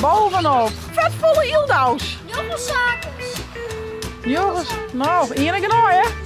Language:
Western Frisian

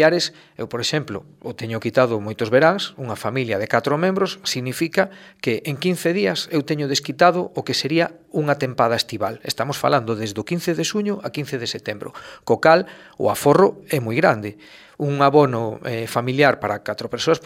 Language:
Galician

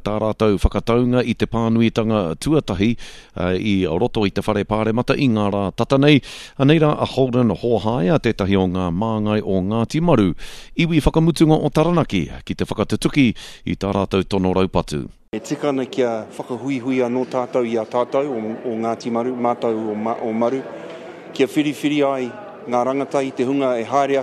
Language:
Māori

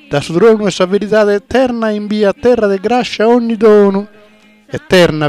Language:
Sardinian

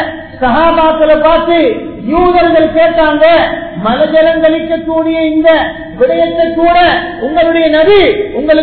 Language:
Tamil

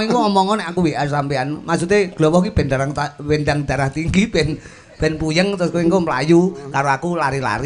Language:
Javanese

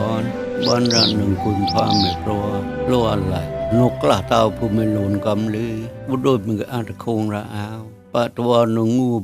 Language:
Mon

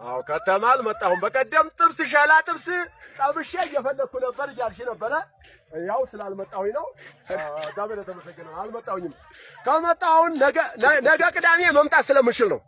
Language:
Amharic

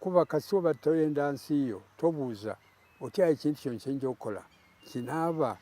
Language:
Soga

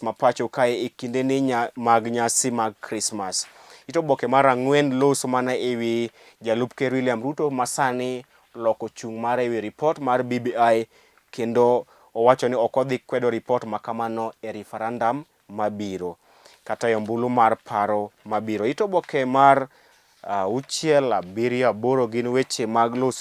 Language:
Luo (Kenya and Tanzania)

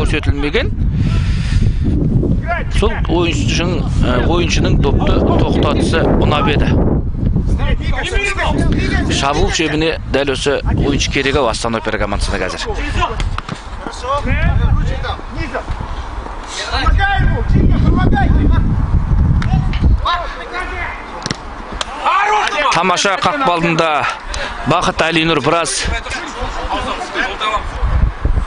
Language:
Kazakh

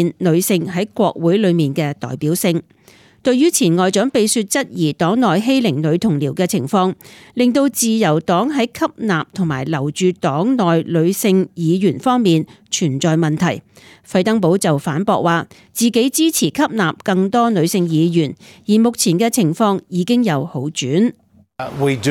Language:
Cantonese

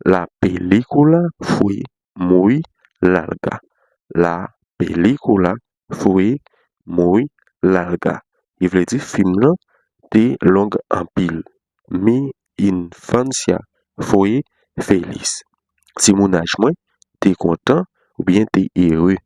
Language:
Haitian Creole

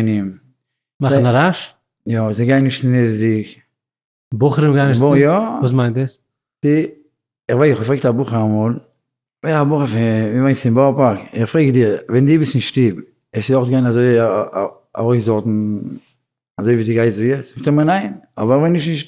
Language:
Yiddish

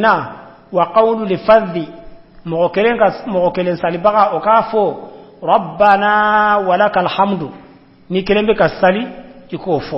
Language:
Bambara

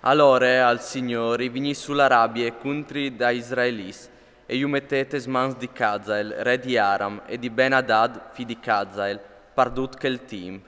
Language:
Friulian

